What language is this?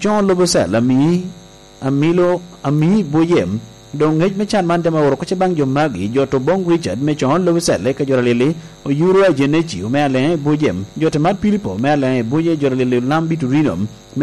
Lango (Uganda)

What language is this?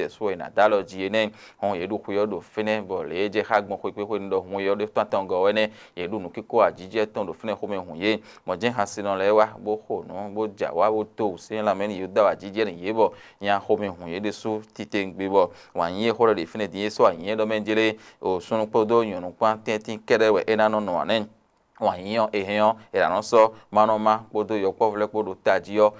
Fon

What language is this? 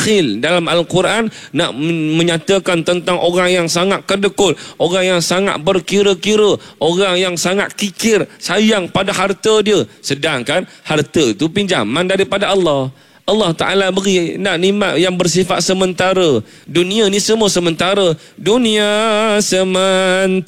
Malay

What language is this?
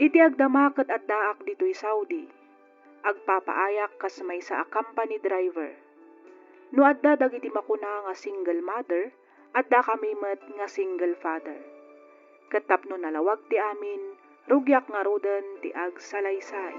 Iloko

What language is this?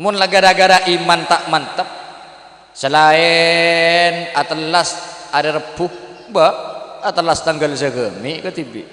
Madurese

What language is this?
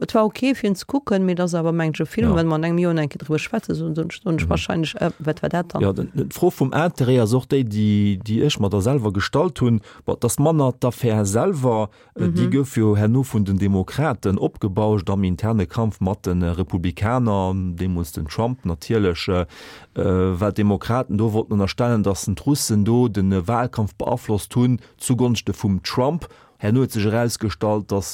Luxembourgish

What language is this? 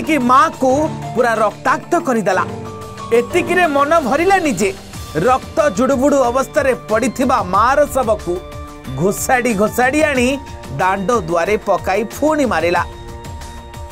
Odia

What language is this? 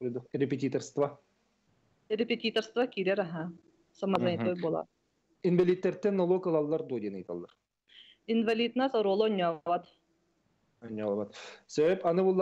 Yakut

